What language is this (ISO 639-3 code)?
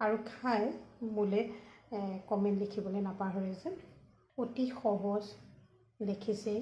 asm